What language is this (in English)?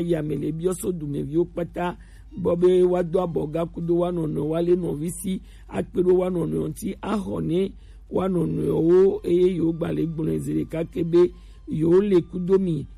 Gen